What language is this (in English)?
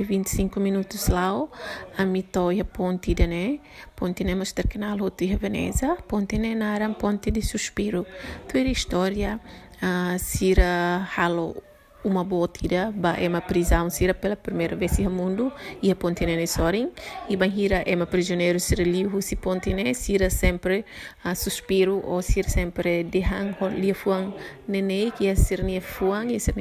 Tetum